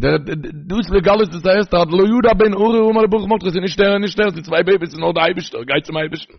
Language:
Yiddish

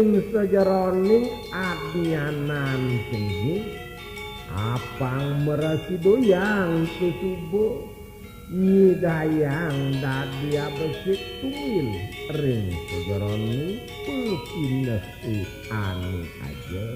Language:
Balinese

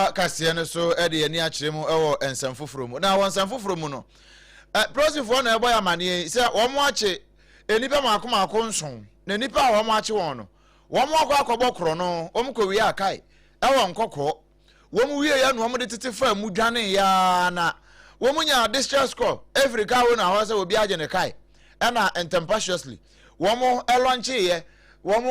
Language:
Akan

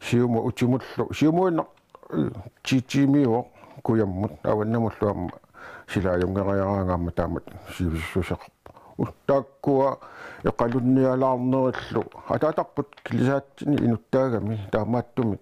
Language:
Kalaallisut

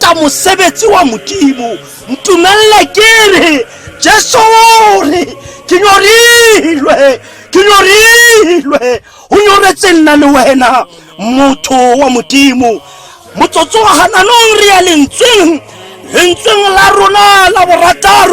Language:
Tswana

